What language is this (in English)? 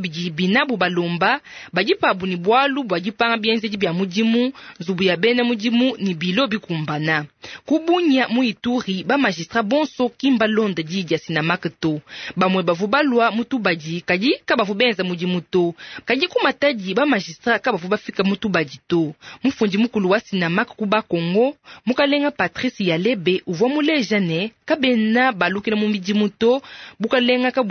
Luba-Lulua